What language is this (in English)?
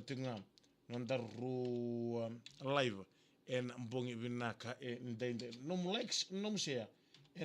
Fijian